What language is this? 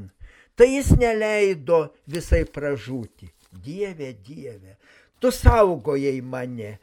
Lithuanian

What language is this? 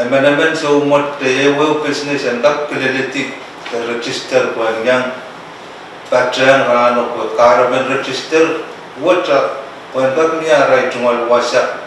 Pohnpeian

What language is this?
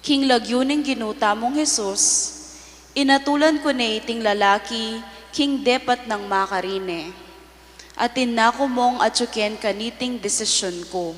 Pampanga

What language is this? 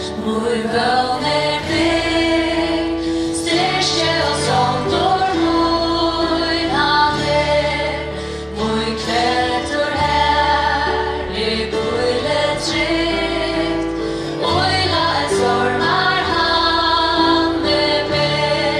Faroese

